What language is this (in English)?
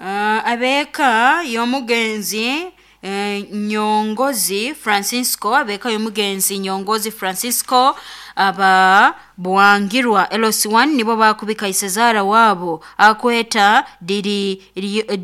Nyoro